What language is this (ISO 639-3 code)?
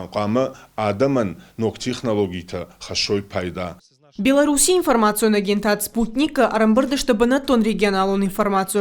oss